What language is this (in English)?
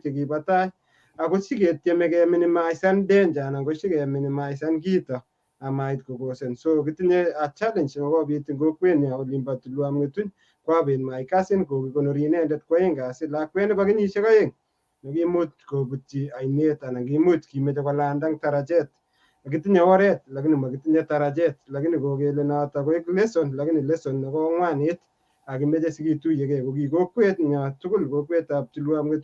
Kalenjin